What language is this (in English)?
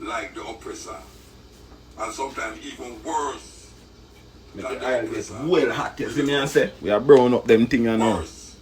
Jamaican Creole English